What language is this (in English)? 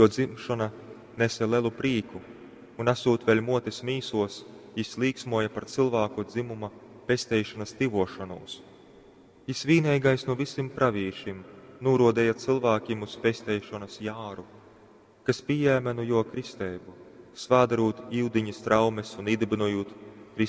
Latgalian